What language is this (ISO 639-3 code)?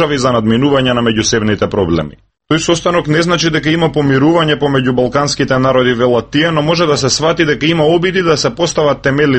mkd